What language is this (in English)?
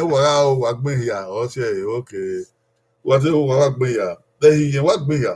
Bini